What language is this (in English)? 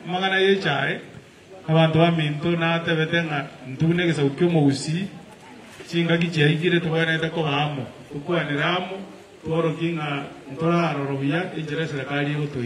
Gusii